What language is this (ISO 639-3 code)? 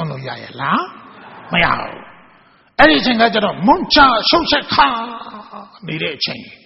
mya